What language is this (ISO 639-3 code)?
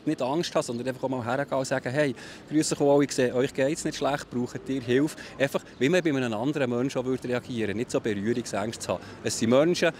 gsw